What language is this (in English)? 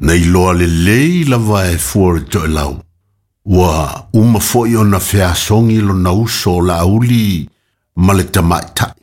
Samoan